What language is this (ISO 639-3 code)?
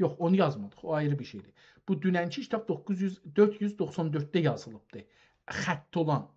azb